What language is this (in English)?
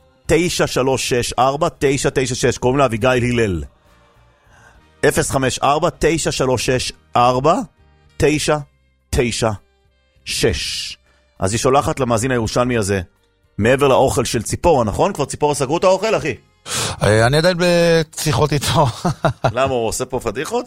Hebrew